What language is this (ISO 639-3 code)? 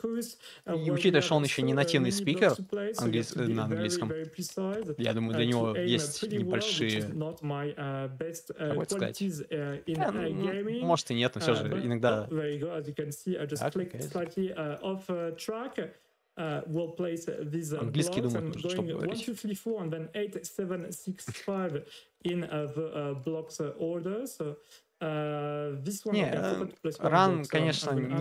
rus